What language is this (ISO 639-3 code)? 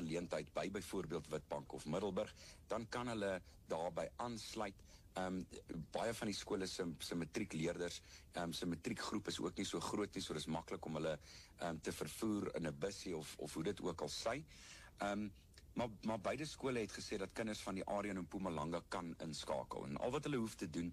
afr